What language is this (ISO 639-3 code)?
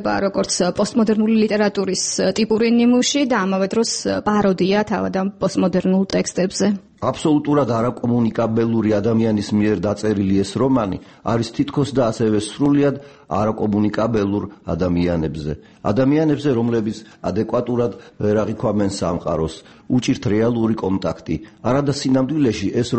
kat